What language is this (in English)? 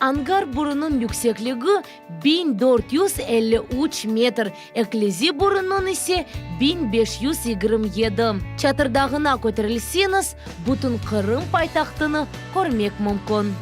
Crimean Tatar